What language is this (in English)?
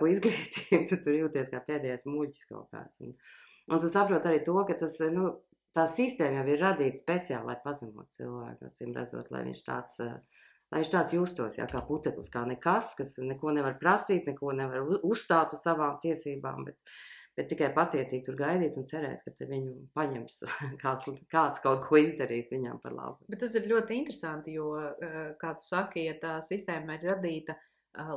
Latvian